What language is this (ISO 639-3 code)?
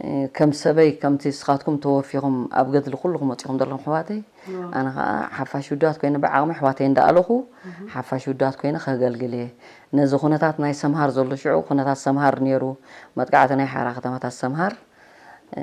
tir